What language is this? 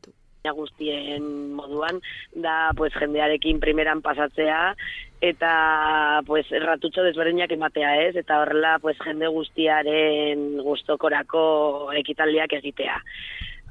Basque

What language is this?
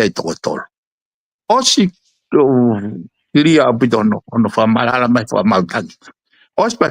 Tongan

